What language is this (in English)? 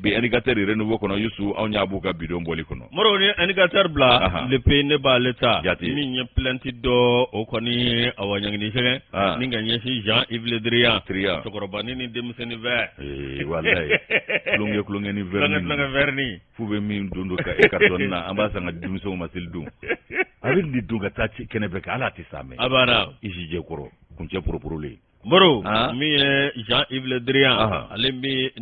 Bambara